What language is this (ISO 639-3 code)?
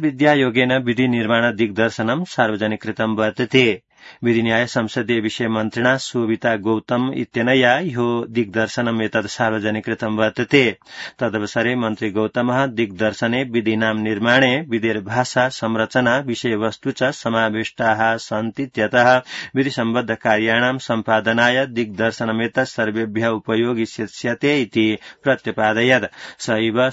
san